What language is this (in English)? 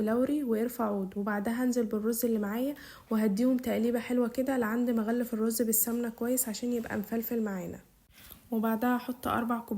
Egyptian Arabic